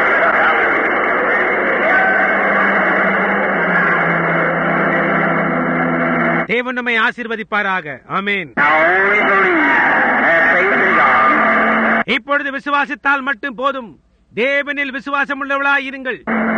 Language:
Tamil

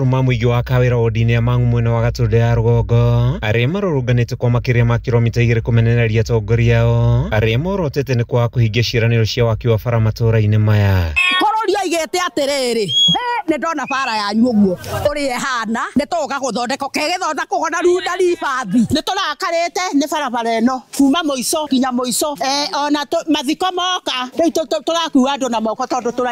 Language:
Kikuyu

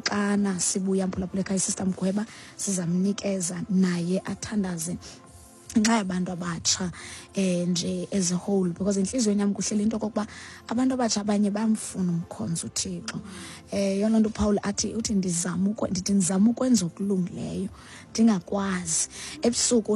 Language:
Xhosa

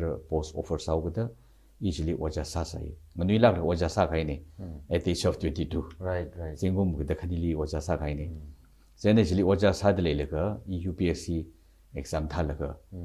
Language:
Tangkhul Naga (India)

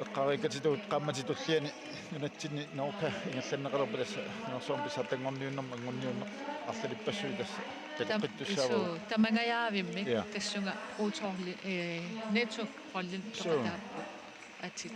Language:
Kalaallisut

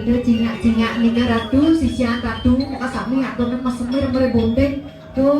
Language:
Balinese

